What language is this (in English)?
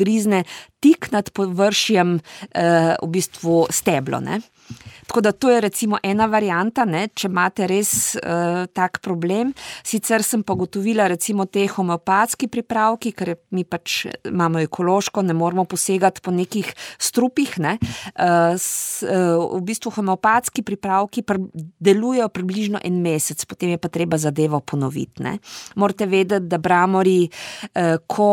Slovenian